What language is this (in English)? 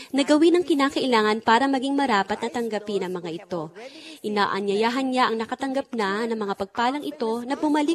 Filipino